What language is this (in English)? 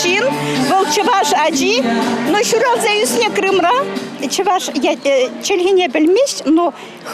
Chuvash